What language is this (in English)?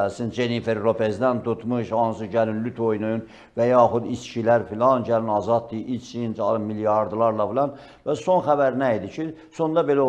Azerbaijani